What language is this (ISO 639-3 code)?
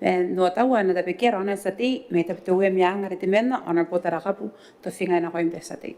gil